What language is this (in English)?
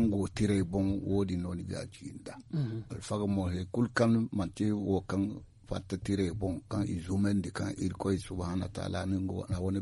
Zarma